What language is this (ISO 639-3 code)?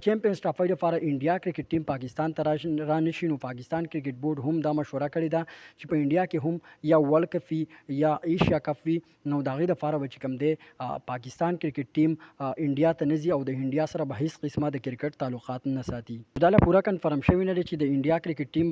pus